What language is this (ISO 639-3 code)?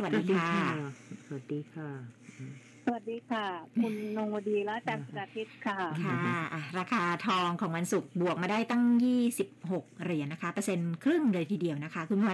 tha